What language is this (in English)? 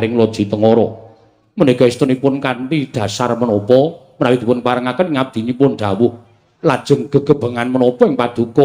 Javanese